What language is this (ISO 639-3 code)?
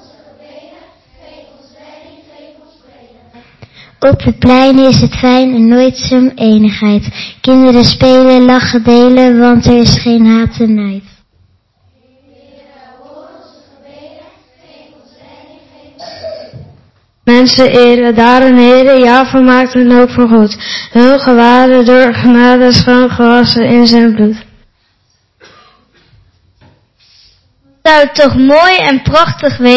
nld